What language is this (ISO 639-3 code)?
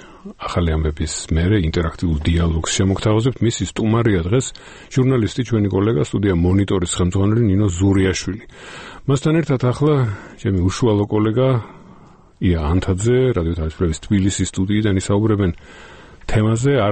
kat